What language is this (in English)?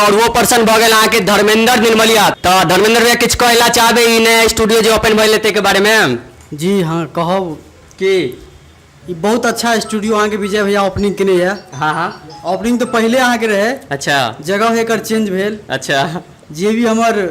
Maithili